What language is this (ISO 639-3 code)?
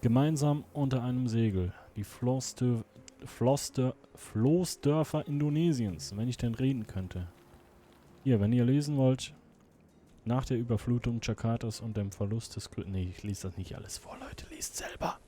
gsw